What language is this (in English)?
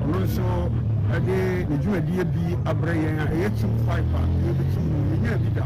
Akan